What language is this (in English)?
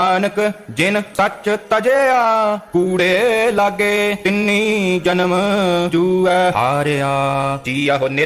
Punjabi